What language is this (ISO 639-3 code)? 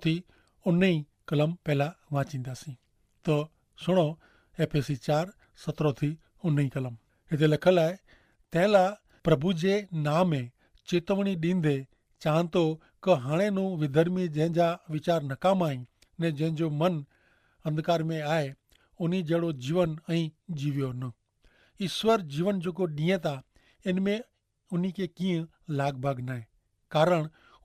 kfr